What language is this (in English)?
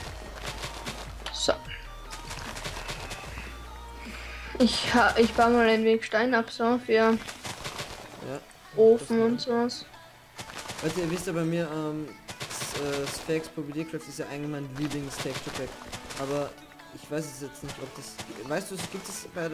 German